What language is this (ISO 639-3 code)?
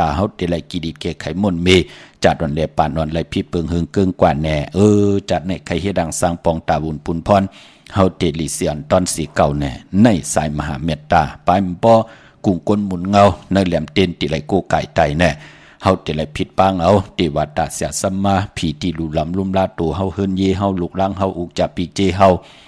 shn